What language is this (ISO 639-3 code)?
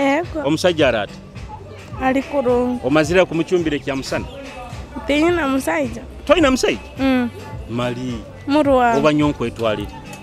nyo